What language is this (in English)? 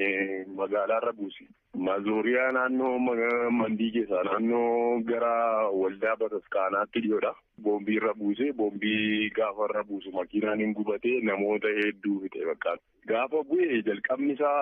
Oromo